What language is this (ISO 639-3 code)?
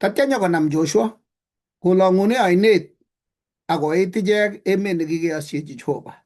kln